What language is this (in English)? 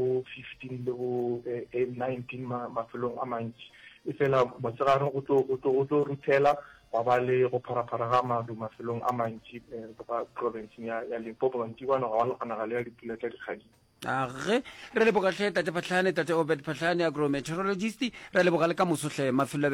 Northern Sotho